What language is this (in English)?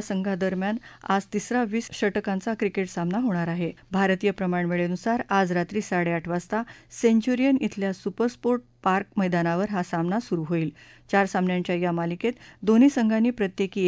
Marathi